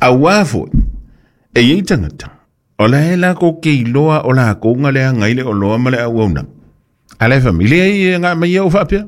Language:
Samoan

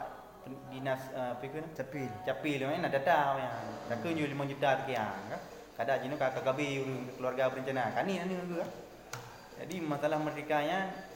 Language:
Achinese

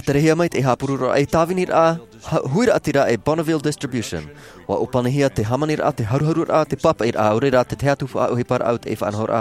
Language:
Tahitian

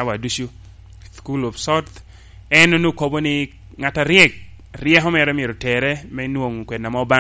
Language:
Lango (Uganda)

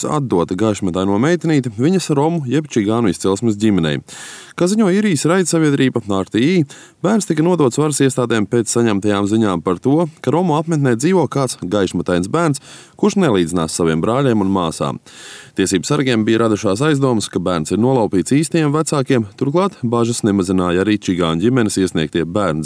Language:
Latvian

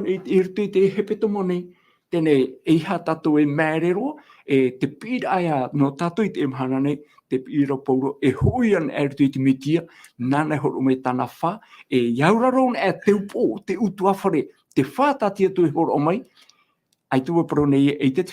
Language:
Tahitian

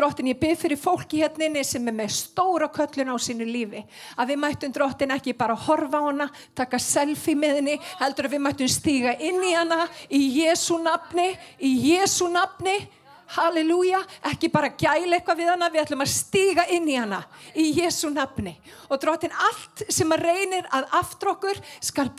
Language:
Icelandic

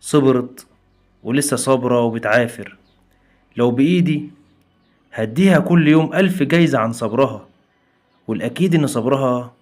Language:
Egyptian Arabic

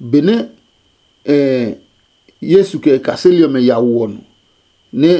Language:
Adangme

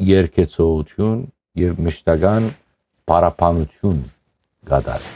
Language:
Western Armenian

